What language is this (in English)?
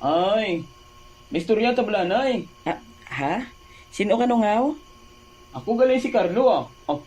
Hiligaynon